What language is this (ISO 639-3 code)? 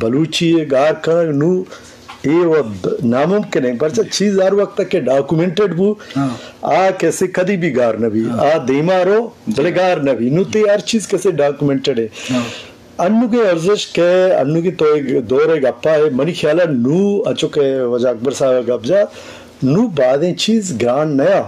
bgp